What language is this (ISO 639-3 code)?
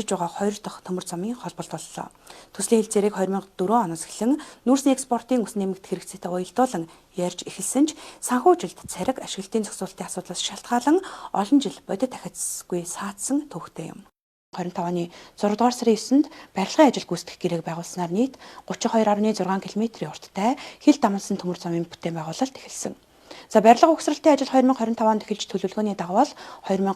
mon